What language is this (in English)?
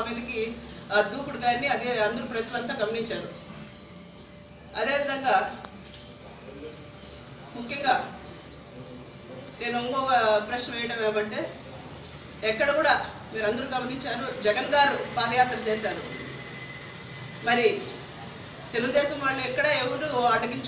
Telugu